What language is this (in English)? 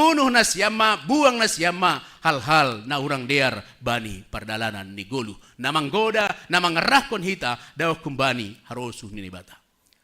Batak Simalungun